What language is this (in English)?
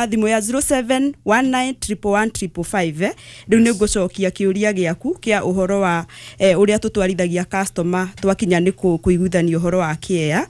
Kikuyu